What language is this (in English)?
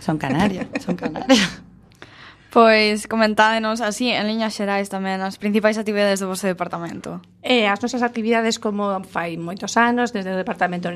Galician